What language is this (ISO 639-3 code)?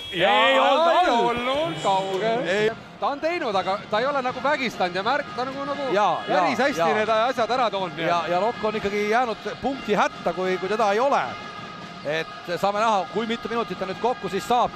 est